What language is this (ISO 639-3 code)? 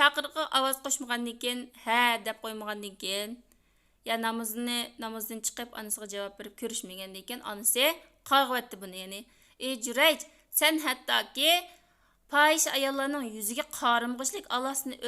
uig